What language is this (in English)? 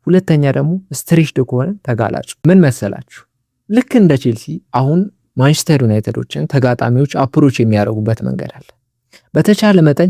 Amharic